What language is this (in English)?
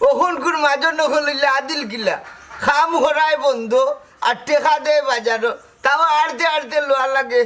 Sylheti